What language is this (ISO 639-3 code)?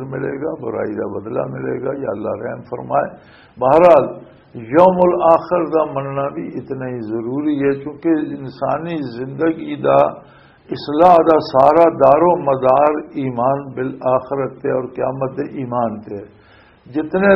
lah